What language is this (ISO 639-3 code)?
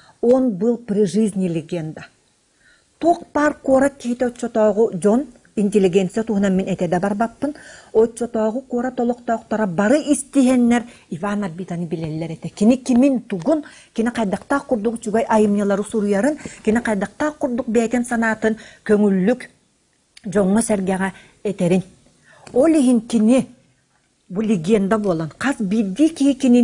sah